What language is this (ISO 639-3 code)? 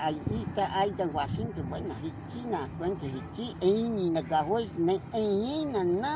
kog